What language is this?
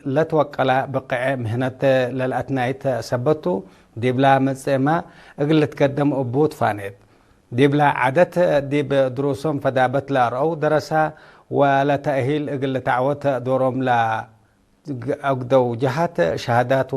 Tigre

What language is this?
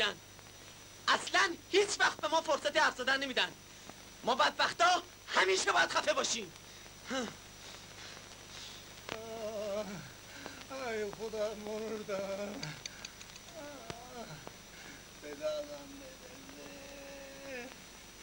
Persian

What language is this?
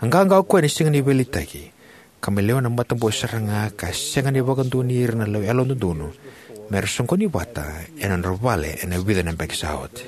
Fijian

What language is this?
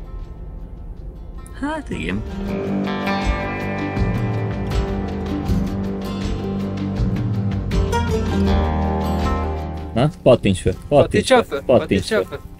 Hungarian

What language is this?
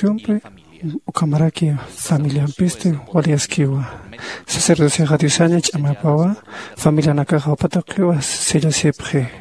Aymara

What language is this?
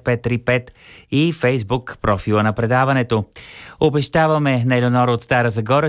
Bulgarian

